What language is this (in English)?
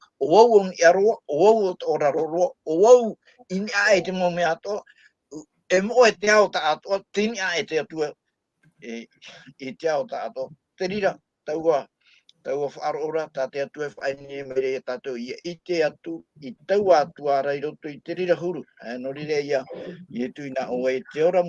Tahitian